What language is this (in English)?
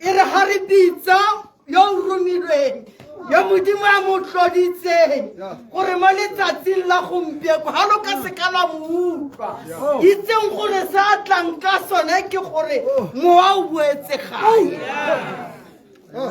Tswana